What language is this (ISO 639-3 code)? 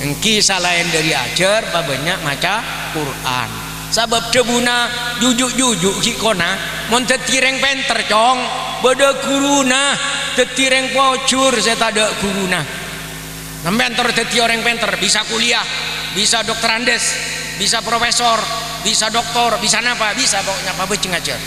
mad